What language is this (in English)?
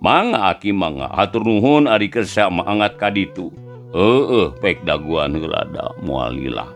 Sundanese